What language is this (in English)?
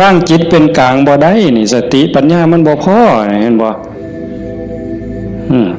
Northeastern Thai